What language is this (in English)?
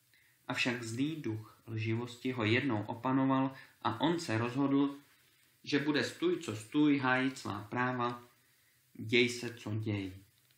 Czech